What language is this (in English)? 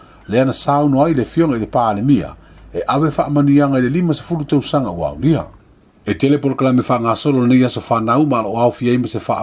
Samoan